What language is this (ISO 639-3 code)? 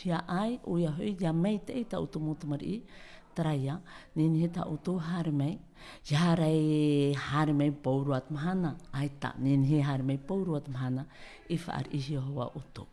tah